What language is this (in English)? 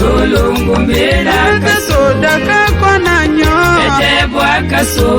Tetela